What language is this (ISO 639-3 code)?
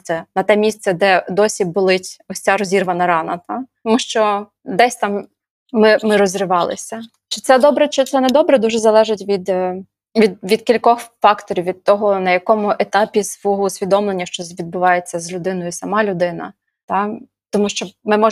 ukr